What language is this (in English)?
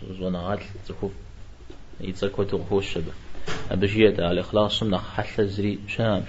Kabardian